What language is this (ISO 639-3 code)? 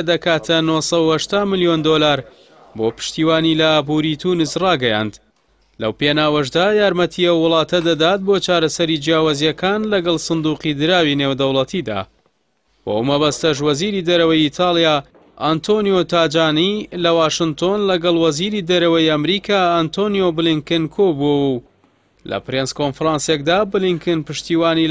ckb